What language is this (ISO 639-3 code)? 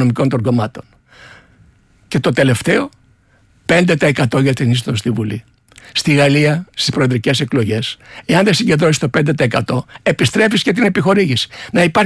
ell